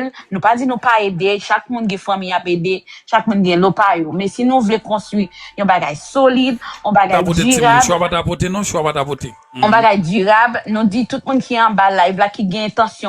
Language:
Haitian Creole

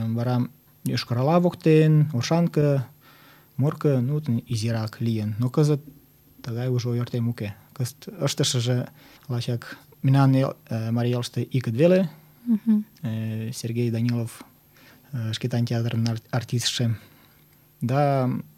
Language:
Mari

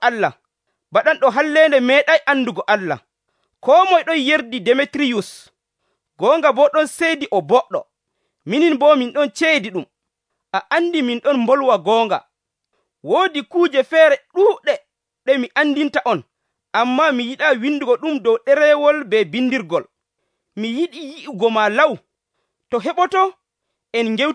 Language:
Nigerian Fulfulde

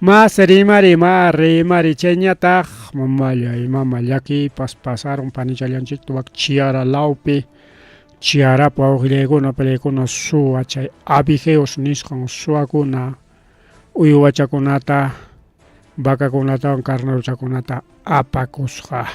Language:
Ayacucho Quechua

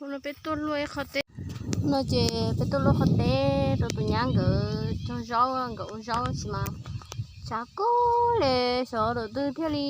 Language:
Hmong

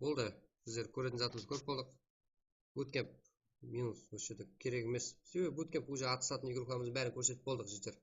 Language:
Kara-Kalpak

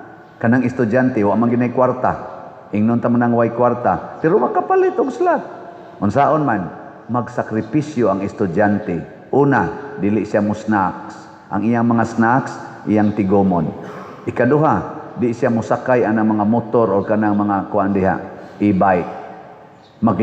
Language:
Cebuano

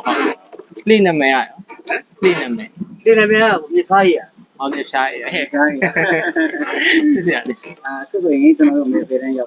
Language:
Burmese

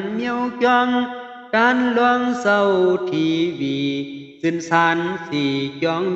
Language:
Shan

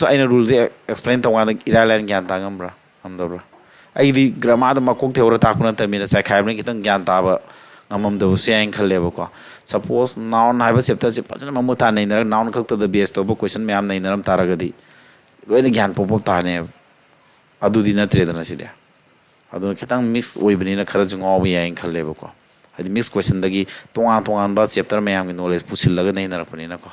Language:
Manipuri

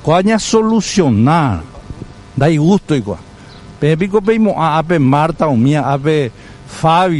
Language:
Guarani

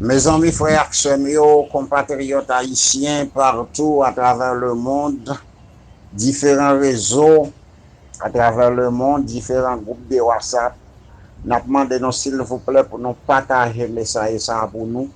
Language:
Haitian Creole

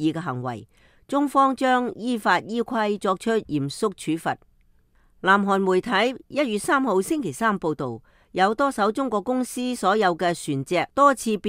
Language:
Cantonese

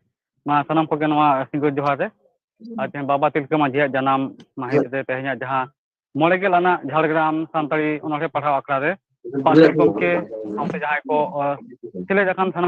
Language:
Santali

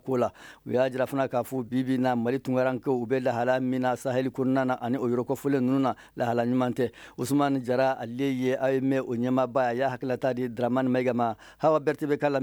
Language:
Bambara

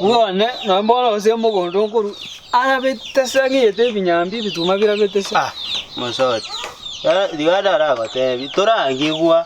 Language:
Gusii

